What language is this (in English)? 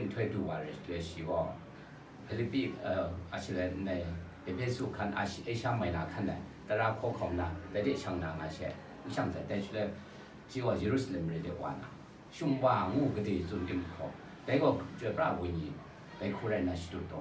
Kachin